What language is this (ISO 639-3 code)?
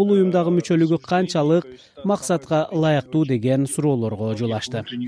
kir